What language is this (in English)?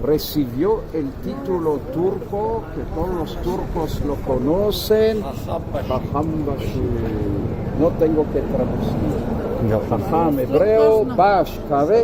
Ladino